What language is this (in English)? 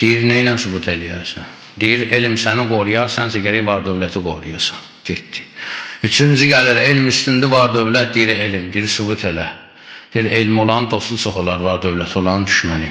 Azerbaijani